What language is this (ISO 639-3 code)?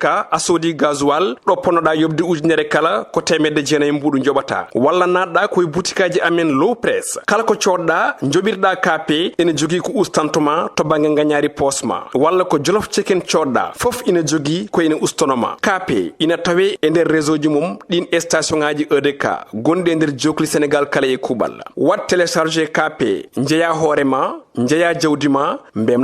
ful